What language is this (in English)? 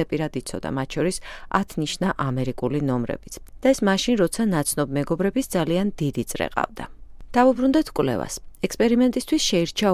Georgian